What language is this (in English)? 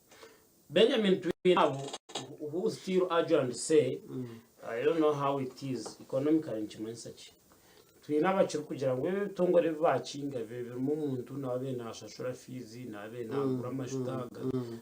Nyankole